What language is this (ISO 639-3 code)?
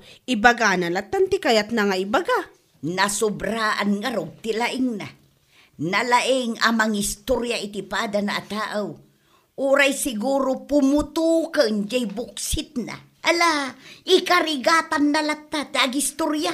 ilo